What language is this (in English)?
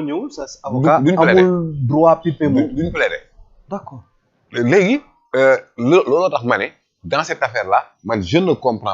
Wolof